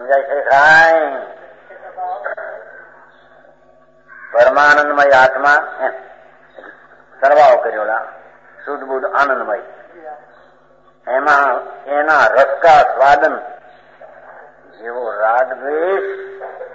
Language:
Gujarati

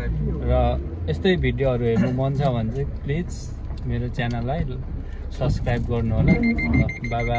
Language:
Nepali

